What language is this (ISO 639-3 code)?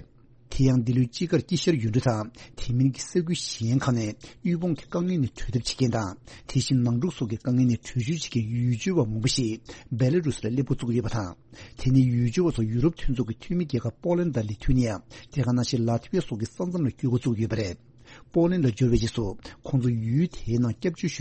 bod